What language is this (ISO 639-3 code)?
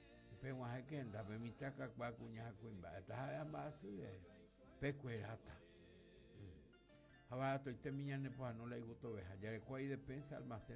grn